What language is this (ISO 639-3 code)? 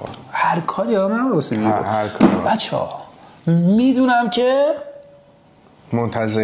fas